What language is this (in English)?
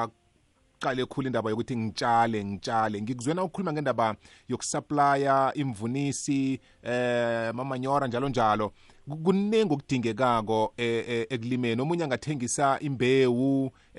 South Ndebele